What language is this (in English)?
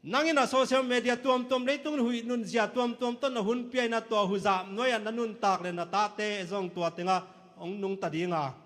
Tedim Chin